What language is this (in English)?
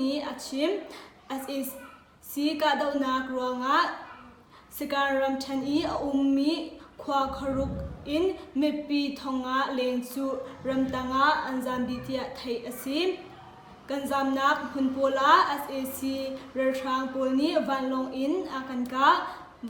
Hakha Chin